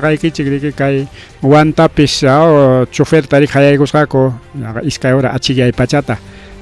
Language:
Ayacucho Quechua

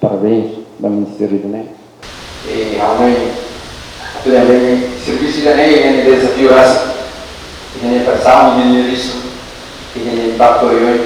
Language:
Tetum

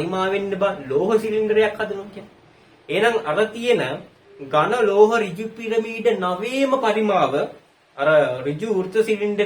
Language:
Sinhala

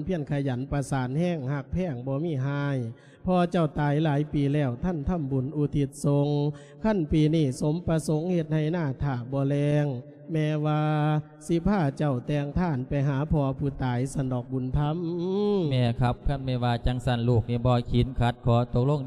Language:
Lao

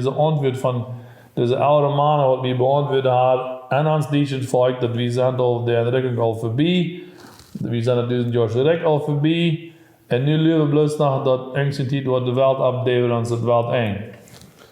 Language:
Plautdietsch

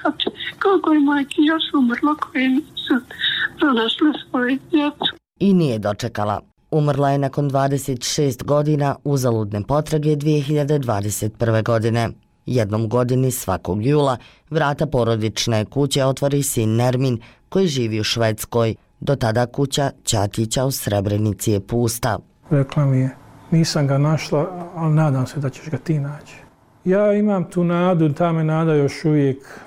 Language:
Bosnian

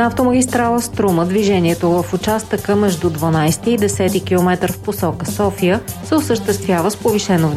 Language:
Bulgarian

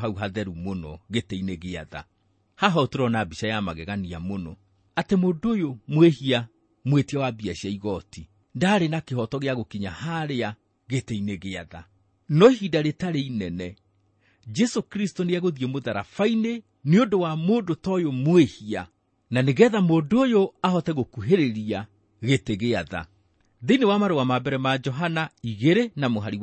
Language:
Kikuyu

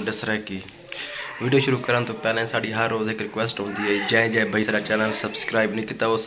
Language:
Saraiki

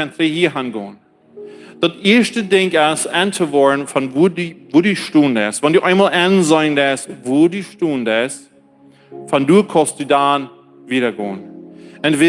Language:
Plautdietsch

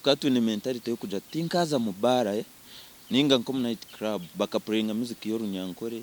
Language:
Nyankole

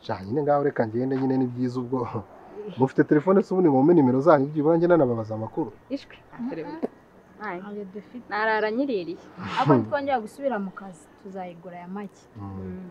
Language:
Kinyarwanda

